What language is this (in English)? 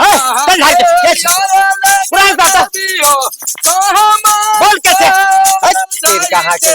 Maithili